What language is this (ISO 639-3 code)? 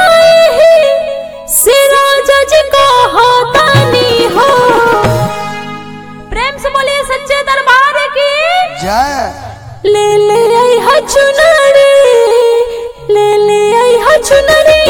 bho